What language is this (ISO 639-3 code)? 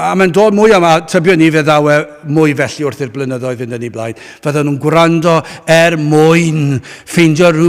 cym